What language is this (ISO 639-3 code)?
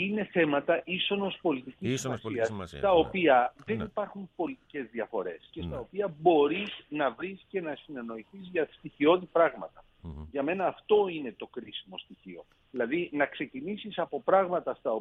ell